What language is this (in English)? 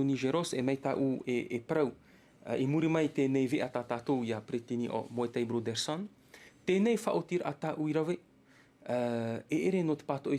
Tahitian